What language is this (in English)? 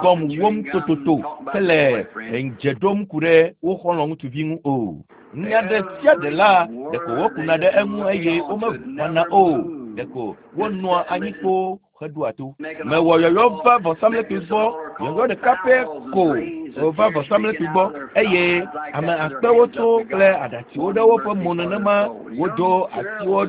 Ewe